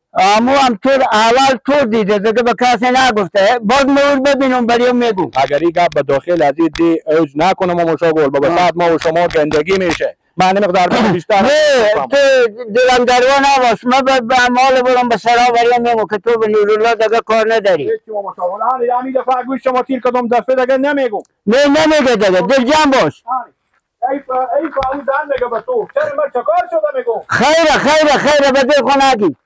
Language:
Persian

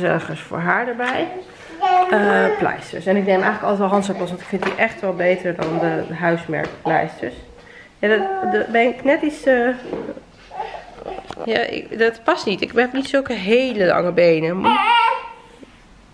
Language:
Dutch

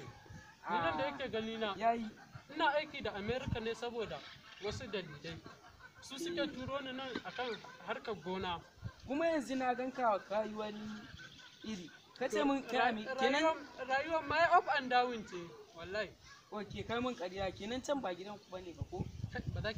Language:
Hausa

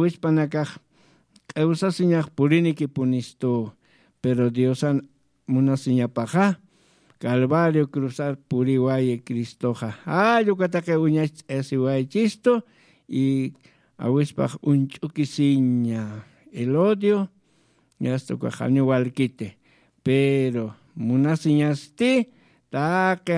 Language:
Aymara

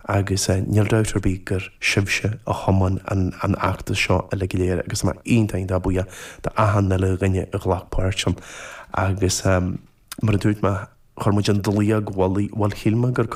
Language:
Irish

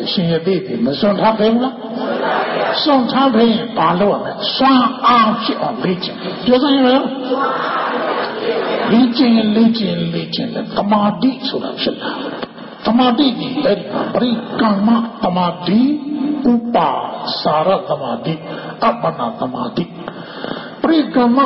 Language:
Burmese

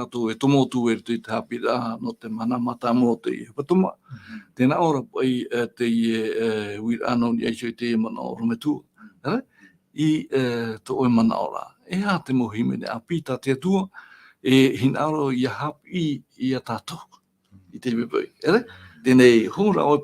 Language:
Tahitian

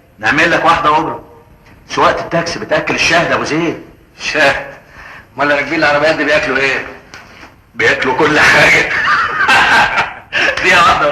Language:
Egyptian Arabic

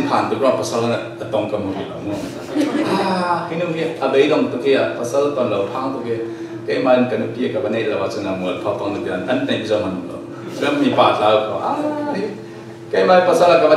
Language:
Falam Chin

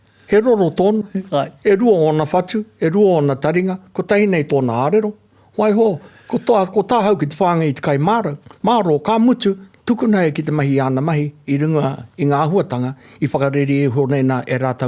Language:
Māori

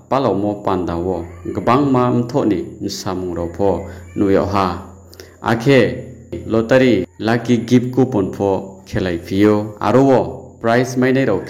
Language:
Riang (India)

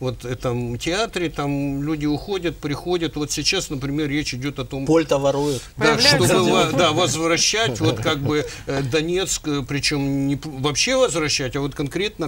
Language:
Russian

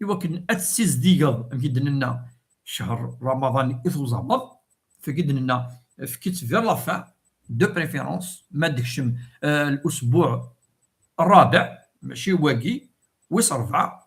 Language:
Kabyle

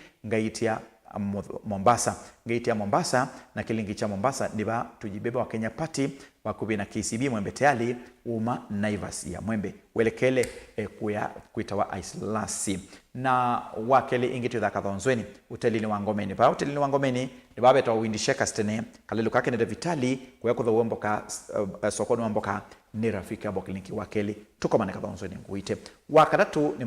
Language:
Kamba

